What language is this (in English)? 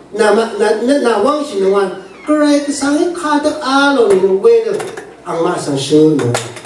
Rawang